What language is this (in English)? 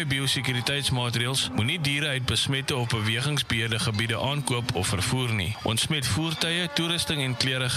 Afrikaans